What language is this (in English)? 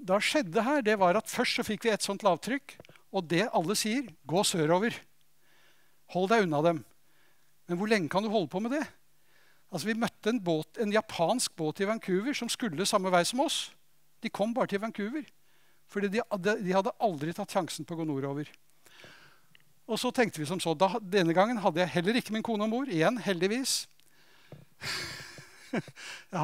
Norwegian